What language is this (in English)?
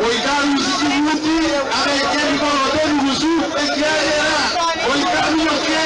Gusii